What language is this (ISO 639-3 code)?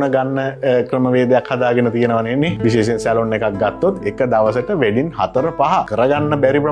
sin